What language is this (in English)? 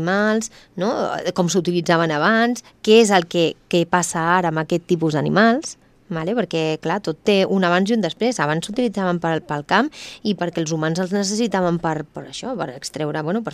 Catalan